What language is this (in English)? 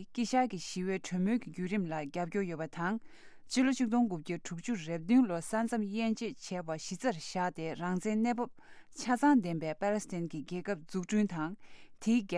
Tibetan